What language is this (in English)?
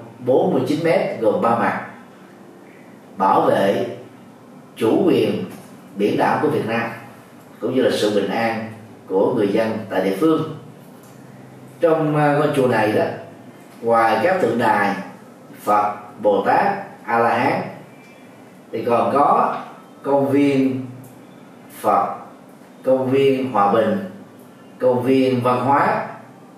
Vietnamese